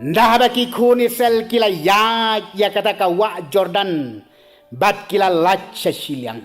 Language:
Khasi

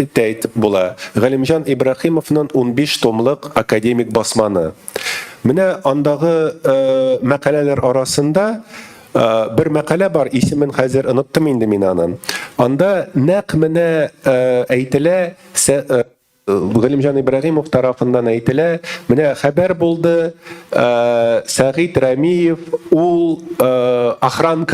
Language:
Tatar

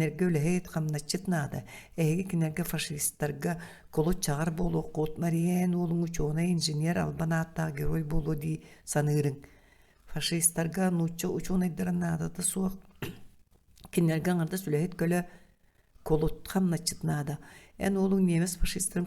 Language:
Yakut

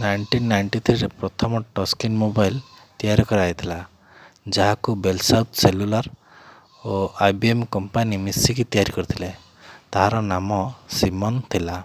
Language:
Odia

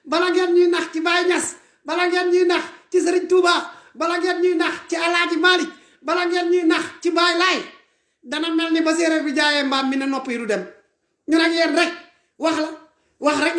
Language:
Wolof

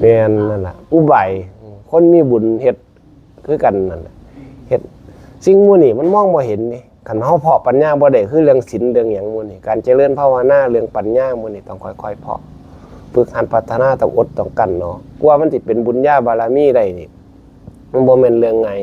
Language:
Northeastern Thai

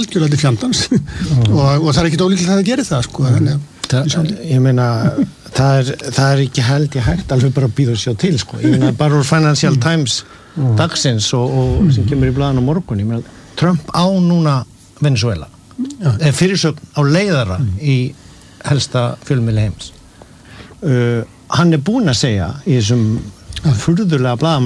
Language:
Icelandic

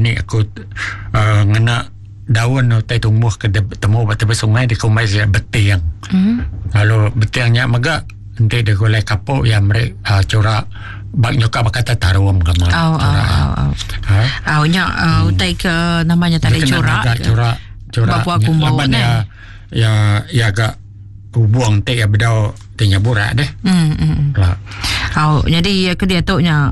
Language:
Iban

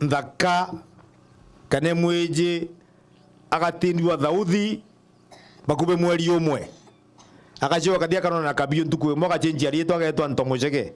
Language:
Meru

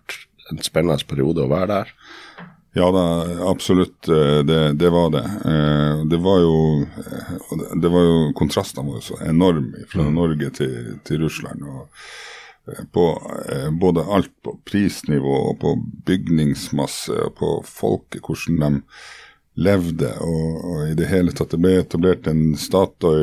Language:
Norwegian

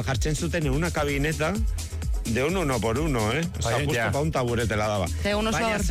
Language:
Basque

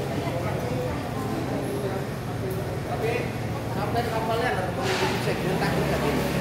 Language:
Indonesian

